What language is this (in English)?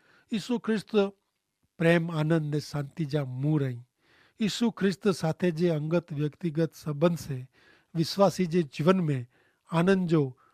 Kachhi